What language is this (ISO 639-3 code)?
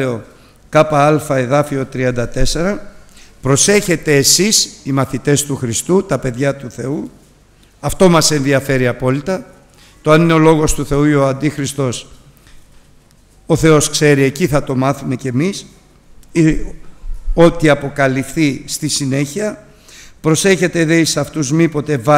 ell